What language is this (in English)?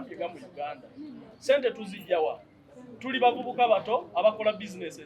Ganda